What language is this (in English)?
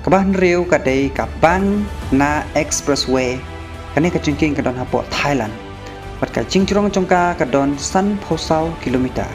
Khasi